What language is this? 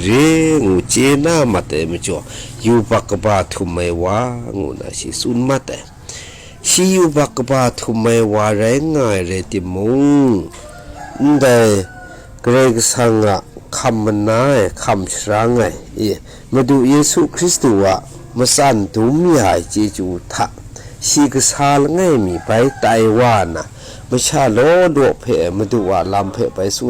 Kachin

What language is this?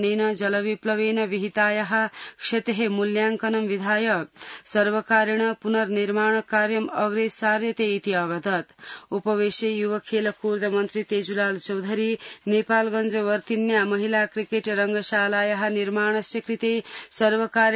Sanskrit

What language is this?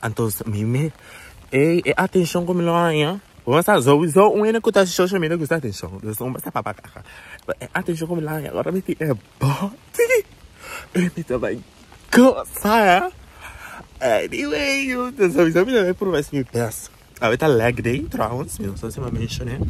Papiamento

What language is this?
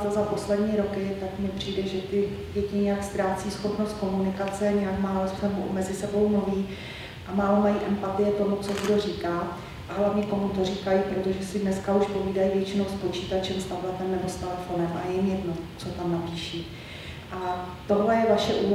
Czech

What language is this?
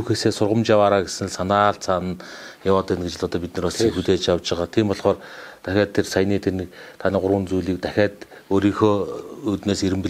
Mongolian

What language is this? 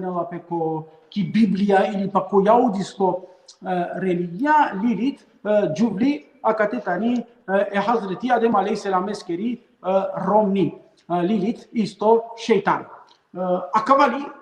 Balkan Romani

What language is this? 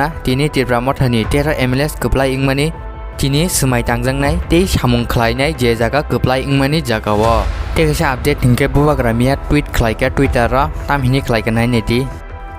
Kok Borok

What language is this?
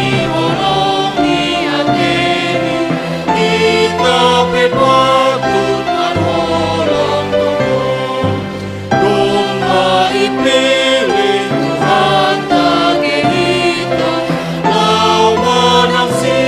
Batak Simalungun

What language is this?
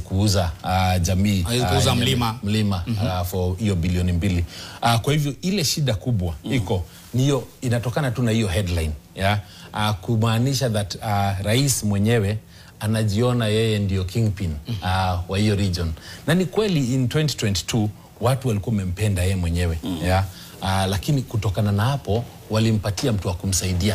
Swahili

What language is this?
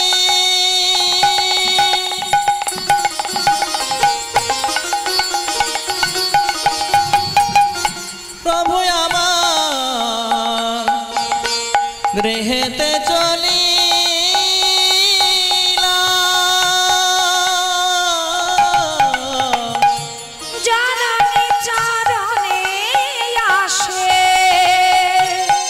Bangla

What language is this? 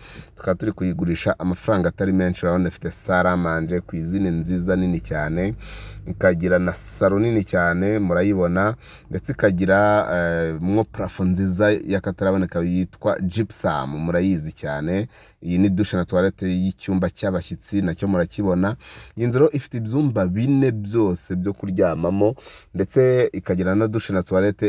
Kinyarwanda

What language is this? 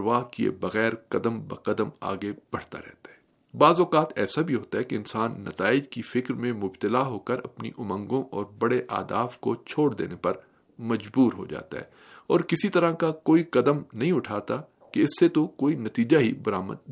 Urdu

